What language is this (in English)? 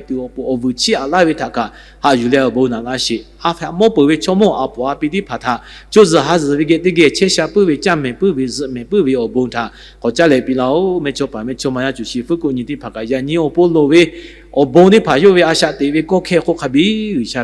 Lahu